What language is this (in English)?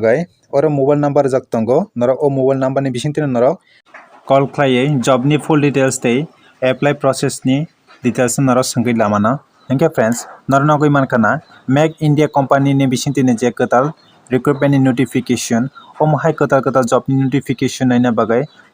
Kok Borok